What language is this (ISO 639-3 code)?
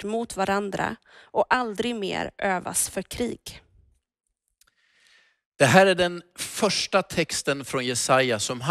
swe